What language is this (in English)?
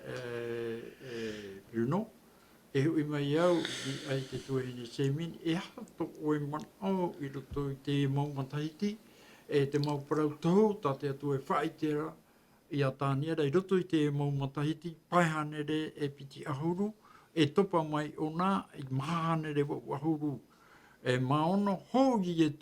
Tahitian